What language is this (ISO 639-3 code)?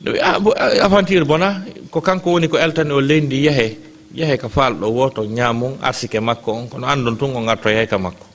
ful